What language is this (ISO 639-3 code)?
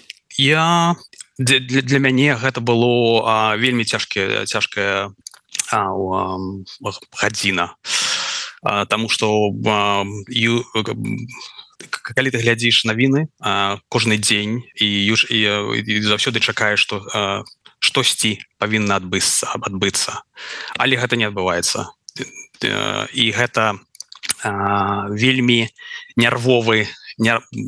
bel